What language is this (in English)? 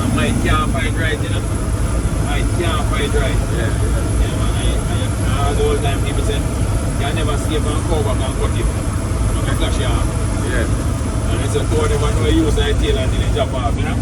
Jamaican Creole English